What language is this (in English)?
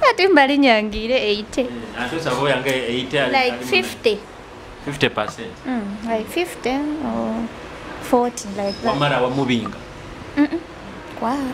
Nyoro